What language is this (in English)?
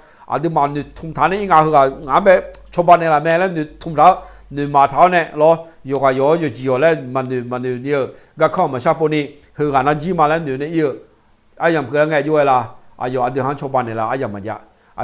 Akha